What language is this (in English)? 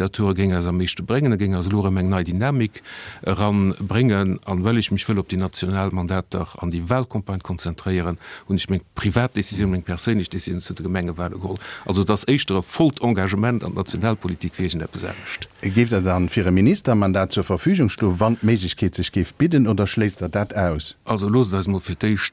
Luxembourgish